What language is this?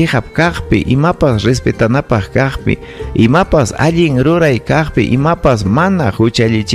Ayacucho Quechua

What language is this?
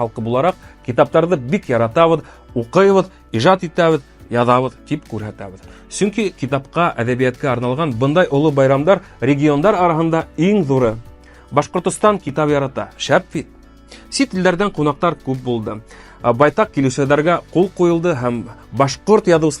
Bashkir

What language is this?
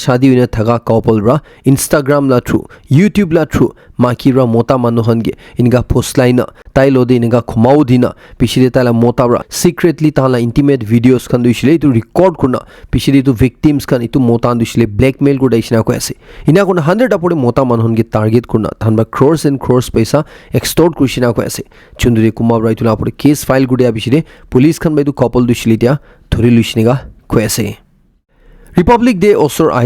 Naga Pidgin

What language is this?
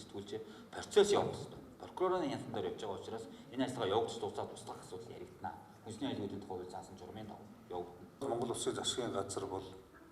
Mongolian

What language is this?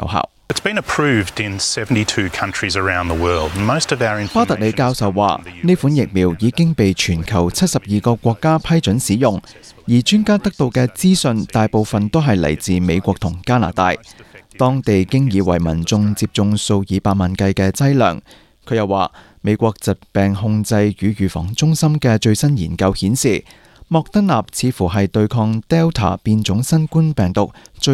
Cantonese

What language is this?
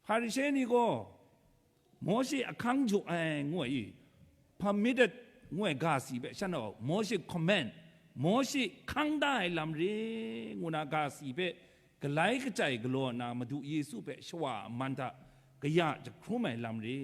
Kachin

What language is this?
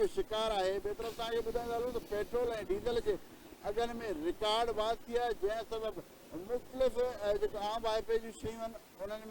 Sindhi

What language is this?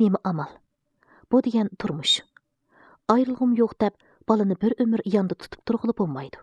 Uyghur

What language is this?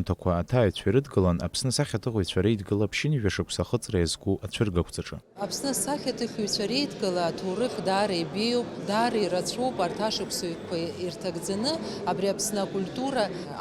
Abkhazian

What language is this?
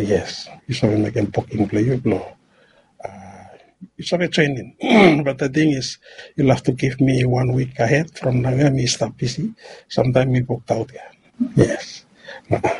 Bislama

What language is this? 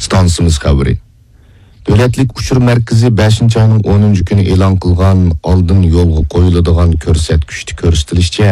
Uyghur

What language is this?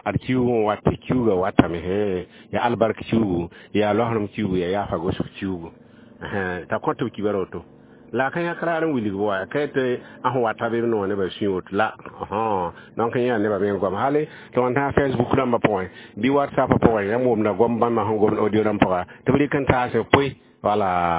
Mossi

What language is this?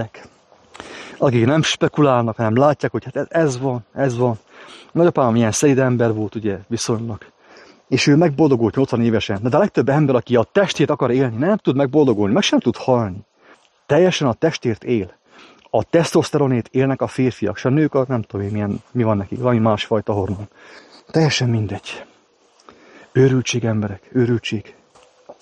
Hungarian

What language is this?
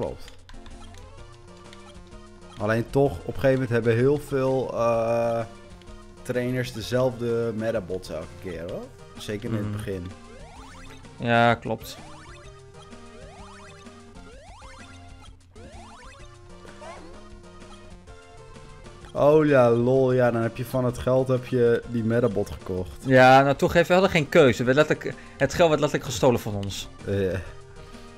Dutch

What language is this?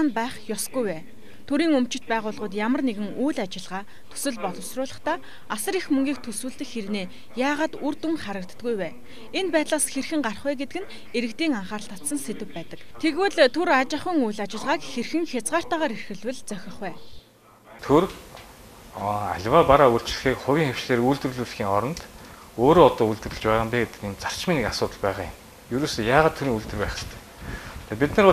Mongolian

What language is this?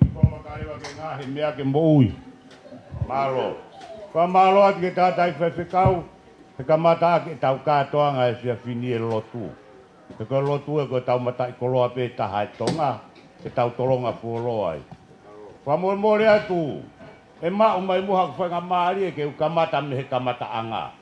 Tongan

